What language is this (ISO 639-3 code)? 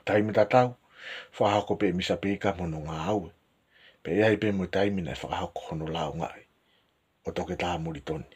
ton